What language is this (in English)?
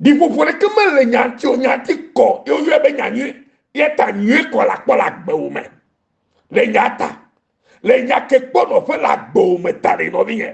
Ewe